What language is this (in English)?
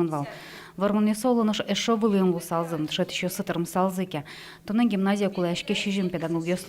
Udmurt